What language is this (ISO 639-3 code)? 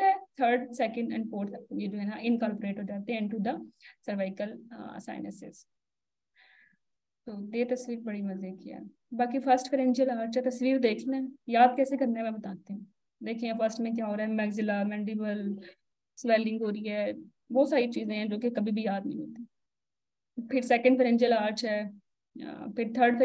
hin